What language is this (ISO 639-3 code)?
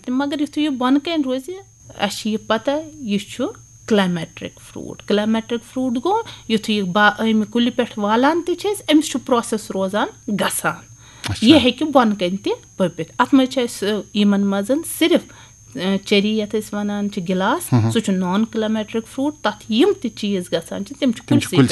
kas